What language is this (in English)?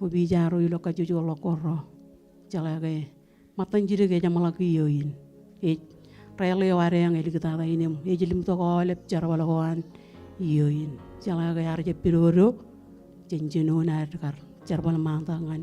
Marshallese